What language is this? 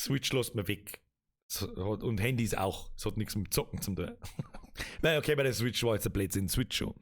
Bavarian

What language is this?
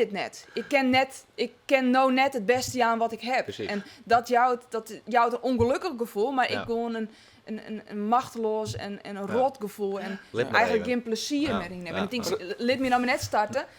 Western Frisian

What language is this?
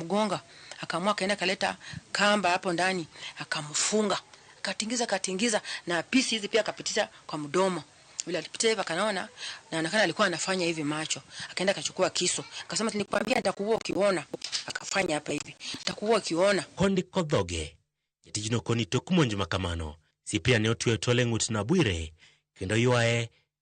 Luo (Kenya and Tanzania)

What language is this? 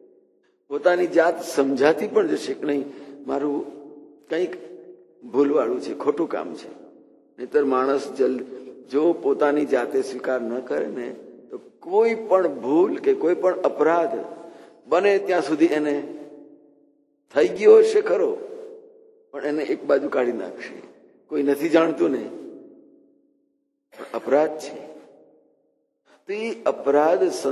Gujarati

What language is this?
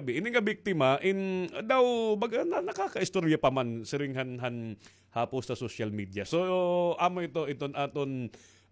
Waray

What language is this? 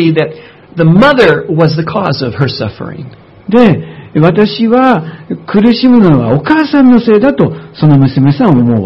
Japanese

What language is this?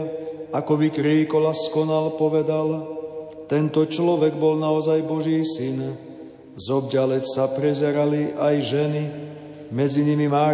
Slovak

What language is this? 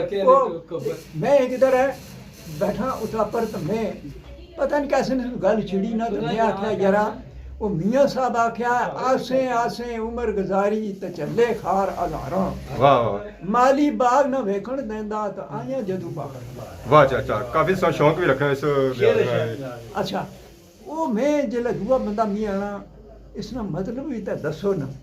Pahari-Potwari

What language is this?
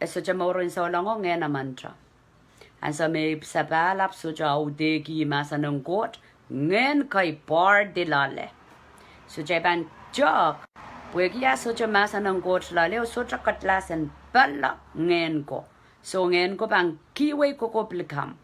Pohnpeian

